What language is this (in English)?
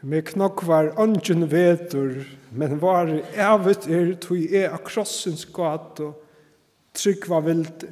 Faroese